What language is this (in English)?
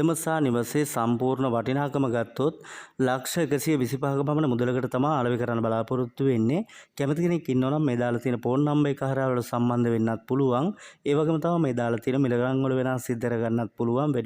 Sinhala